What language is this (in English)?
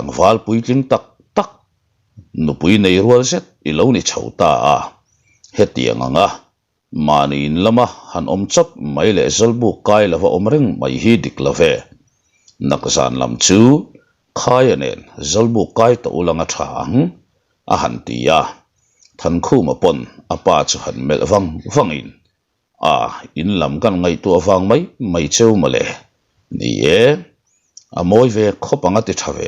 Mizo